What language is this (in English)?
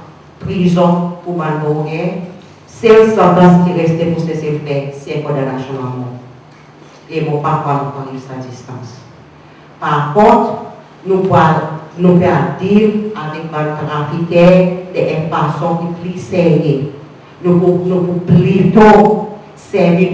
Seselwa Creole French